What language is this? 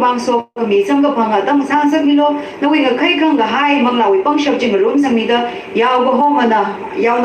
Tangkhul Naga (India)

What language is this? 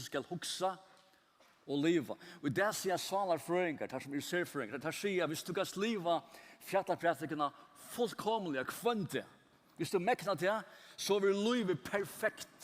Faroese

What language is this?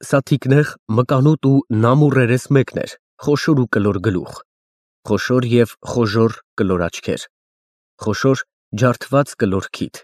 Armenian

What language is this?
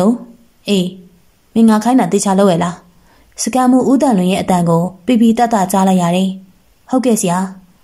Burmese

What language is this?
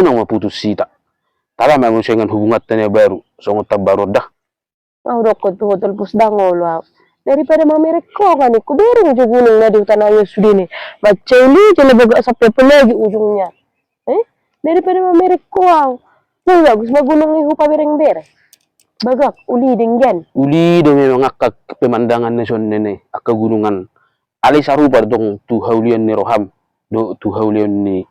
Batak Toba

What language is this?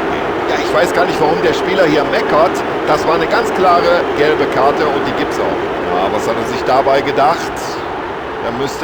Bavarian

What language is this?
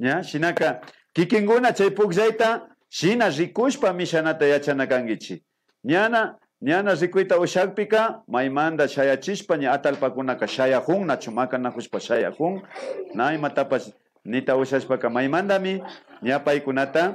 Imbabura Highland Quichua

